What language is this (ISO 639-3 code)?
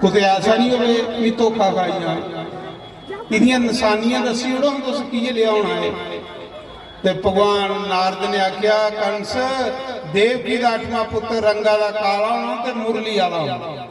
doi